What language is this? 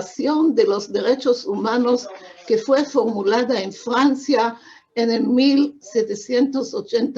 Ladino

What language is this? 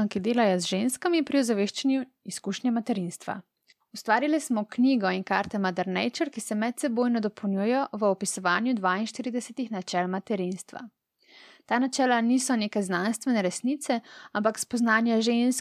Slovenian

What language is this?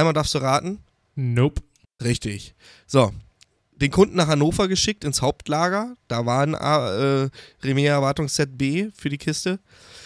German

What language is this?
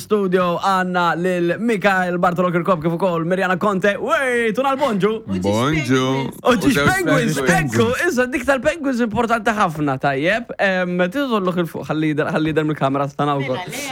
Maltese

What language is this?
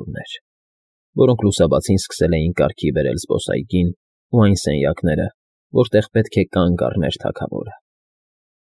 Armenian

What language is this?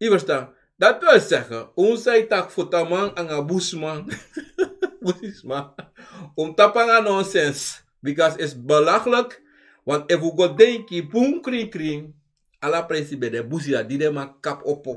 Sranan Tongo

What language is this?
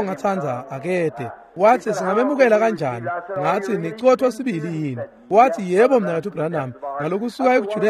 Swati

